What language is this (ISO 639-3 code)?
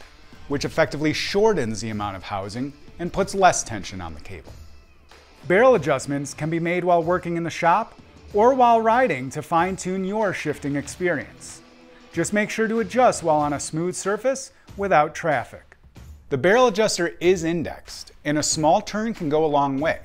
eng